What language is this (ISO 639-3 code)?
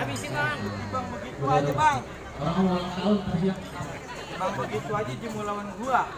bew